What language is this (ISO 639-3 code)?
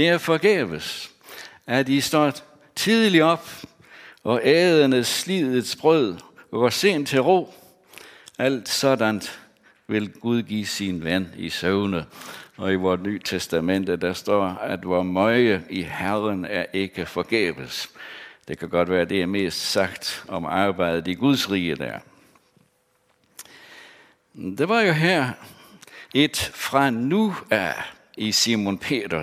dan